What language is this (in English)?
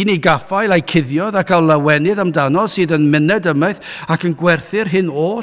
Welsh